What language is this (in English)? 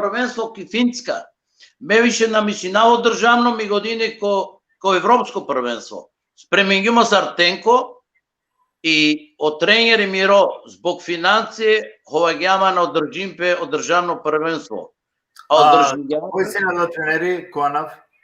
Balkan Romani